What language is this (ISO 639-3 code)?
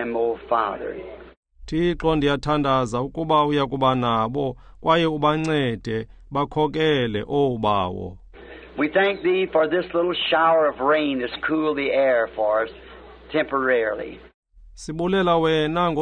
xho